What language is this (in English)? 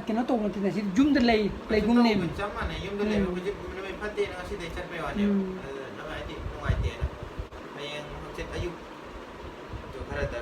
Manipuri